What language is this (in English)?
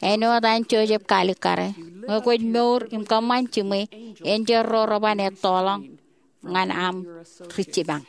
Marshallese